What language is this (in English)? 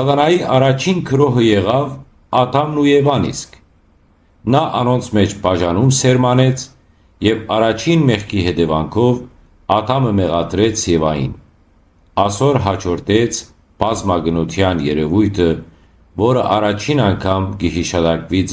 Western Armenian